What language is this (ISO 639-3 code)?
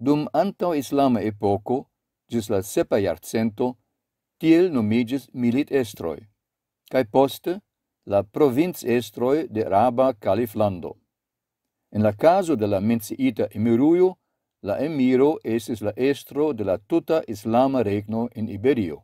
epo